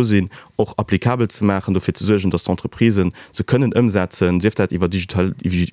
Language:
Luxembourgish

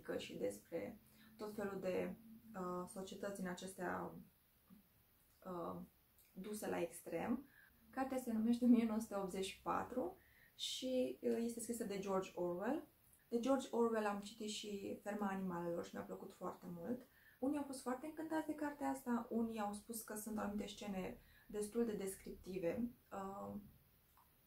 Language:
Romanian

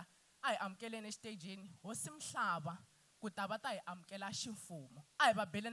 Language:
Tsonga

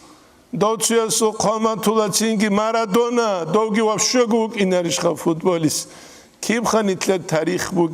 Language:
Avaric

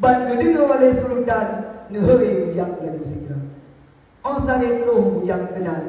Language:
Achinese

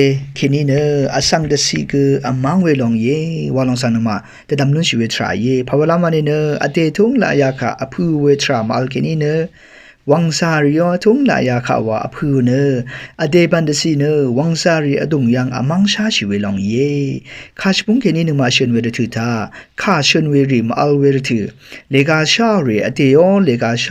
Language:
Rawang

